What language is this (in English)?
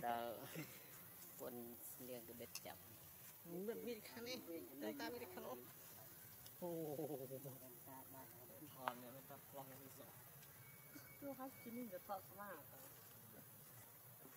Vietnamese